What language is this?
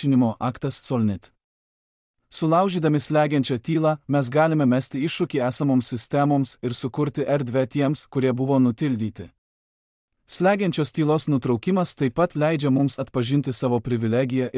Lithuanian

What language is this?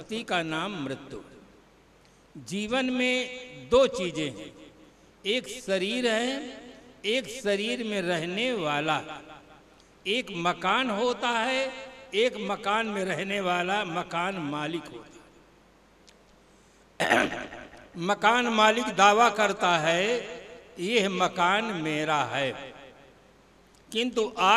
Hindi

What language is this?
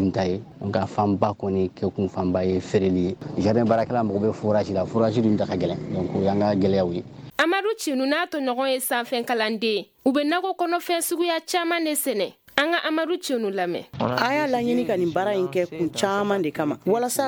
Bambara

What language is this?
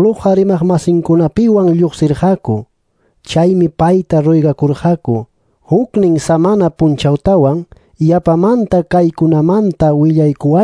Quechua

